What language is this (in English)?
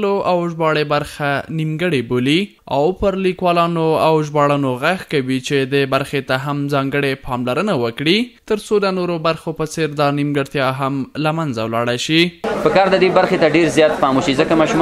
Pashto